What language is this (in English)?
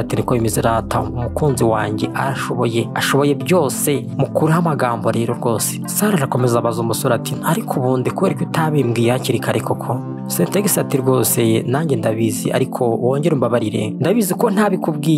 Kinyarwanda